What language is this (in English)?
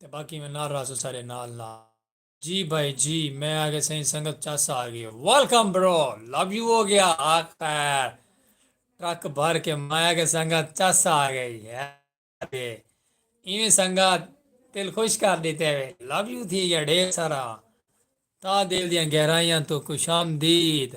Saraiki